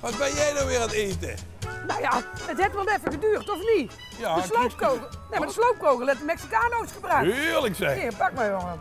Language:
Limburgish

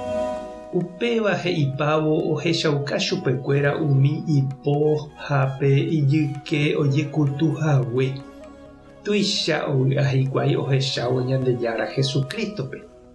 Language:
Guarani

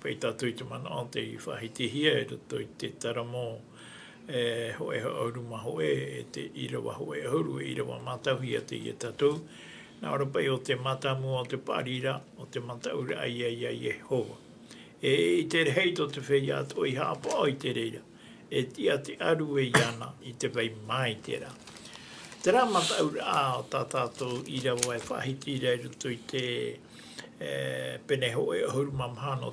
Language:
Tahitian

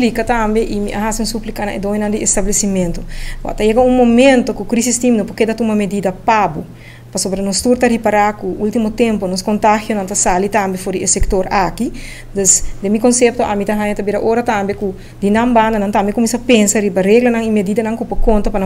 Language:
Papiamento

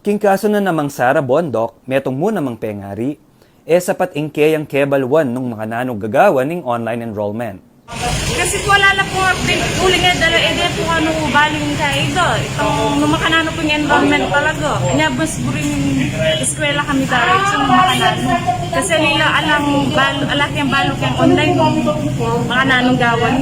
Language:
Pampanga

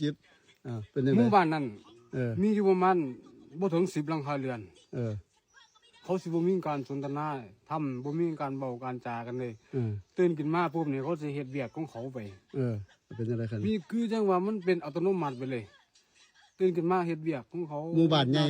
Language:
Northeastern Thai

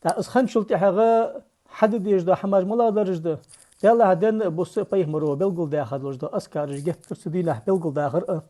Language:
Ingush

